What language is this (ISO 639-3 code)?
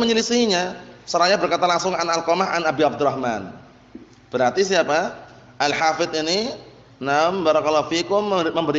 ind